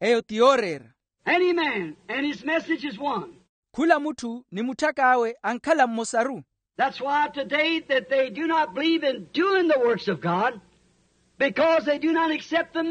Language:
Makhuwa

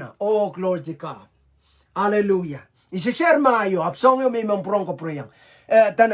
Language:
Pohnpeian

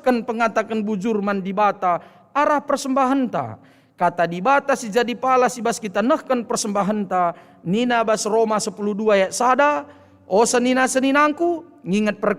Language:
Batak Karo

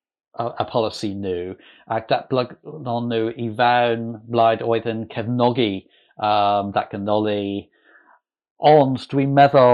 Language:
Welsh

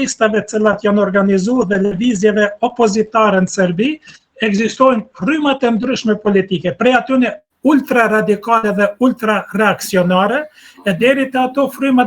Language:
Albanian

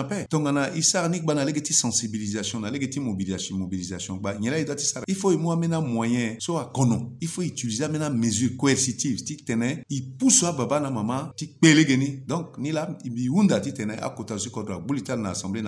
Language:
Sango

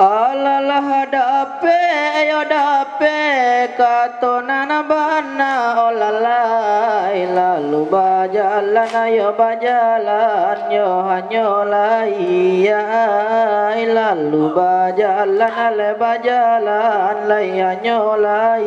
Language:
Minangkabau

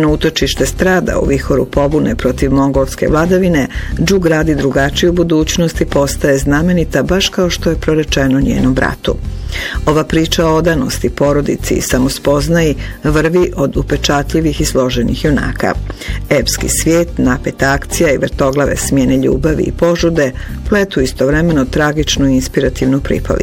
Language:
Bosnian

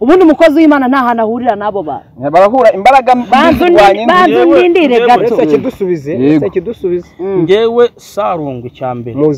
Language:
Kinyarwanda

